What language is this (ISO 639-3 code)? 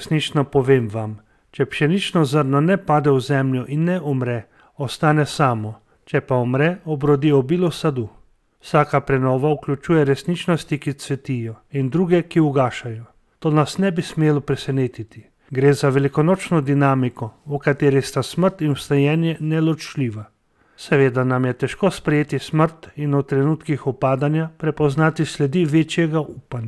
slv